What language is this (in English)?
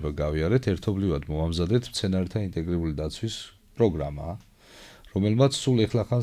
Georgian